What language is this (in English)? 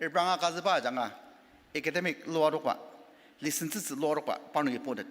Ao Naga